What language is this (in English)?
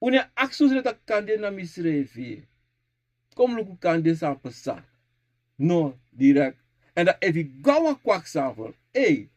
Sranan Tongo